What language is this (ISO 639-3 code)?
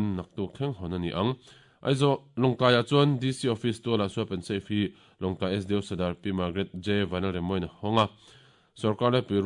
lus